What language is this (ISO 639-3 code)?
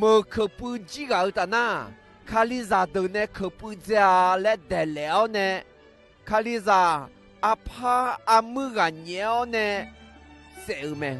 ahk